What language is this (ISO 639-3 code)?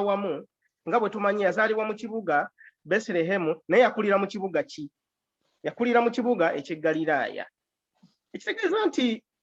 lug